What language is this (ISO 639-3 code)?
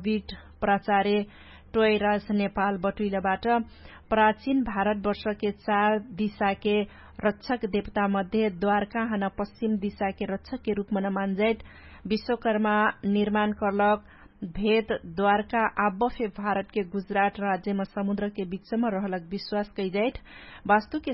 thl